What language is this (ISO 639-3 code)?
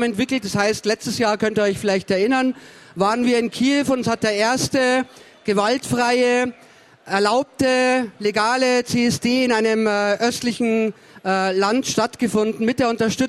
deu